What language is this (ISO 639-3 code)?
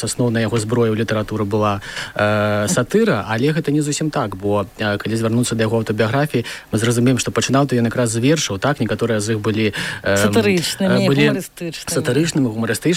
bel